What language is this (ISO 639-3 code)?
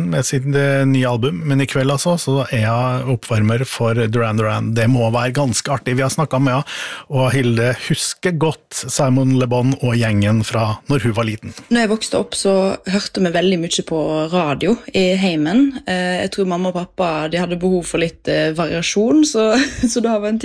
nor